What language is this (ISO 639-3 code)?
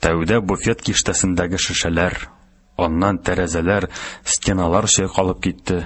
tat